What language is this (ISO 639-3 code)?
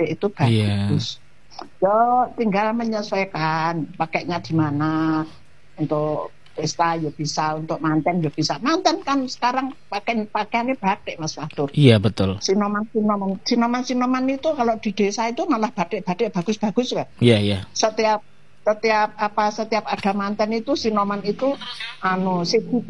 ind